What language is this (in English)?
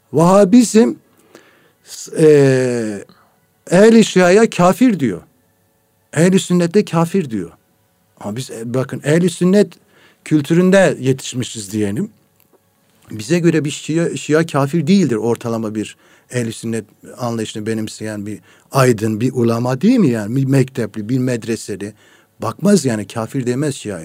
Turkish